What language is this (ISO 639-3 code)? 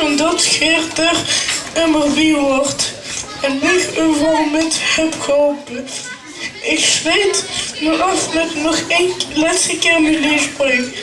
lim